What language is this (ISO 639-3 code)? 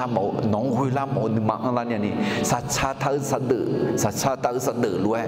ahk